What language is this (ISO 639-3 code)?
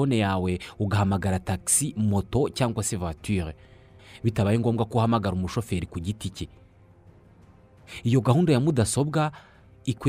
kin